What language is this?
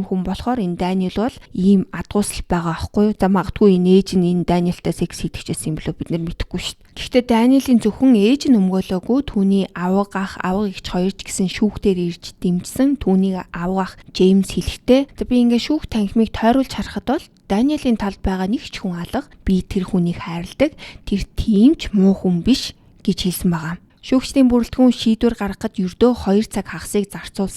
Mongolian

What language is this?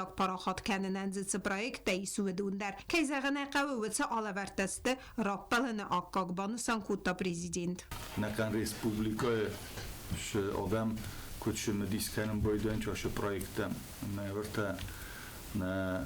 Ossetic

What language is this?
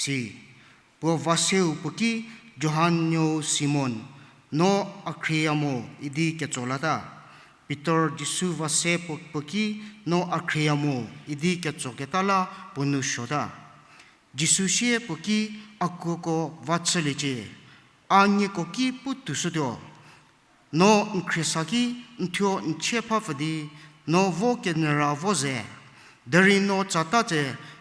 Angami Naga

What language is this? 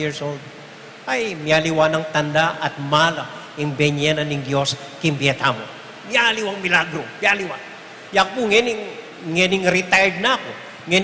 Pampanga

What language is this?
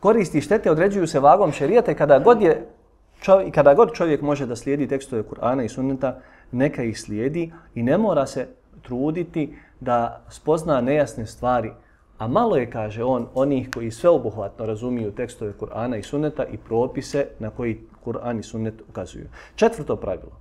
Bosnian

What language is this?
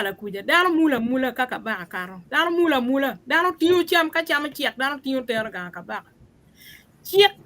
Acoli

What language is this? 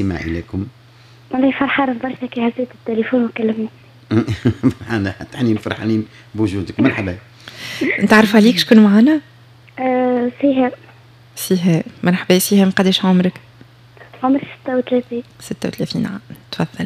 Tunisian Arabic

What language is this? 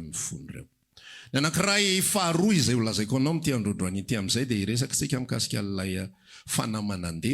Malagasy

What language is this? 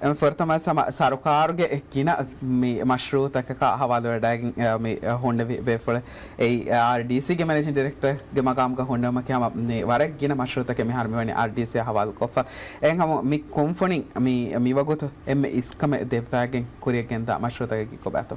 Divehi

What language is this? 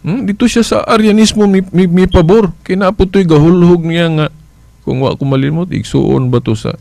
Cebuano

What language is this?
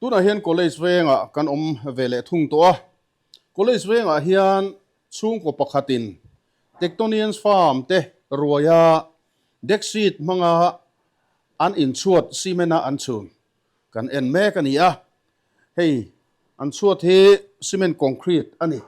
Mizo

